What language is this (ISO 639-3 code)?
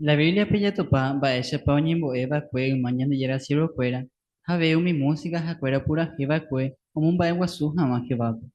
grn